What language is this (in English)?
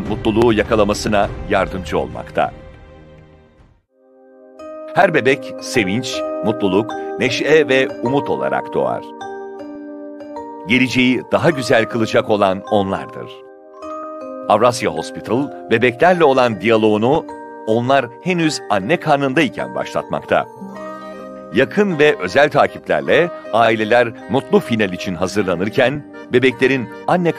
Turkish